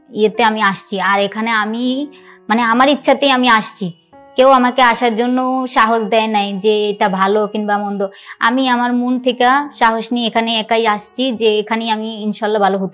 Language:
Bangla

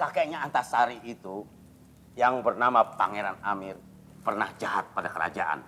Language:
Banjar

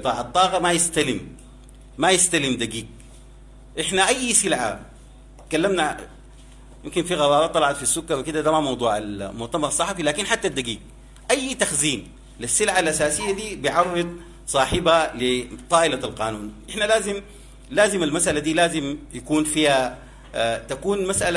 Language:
Sudanese Arabic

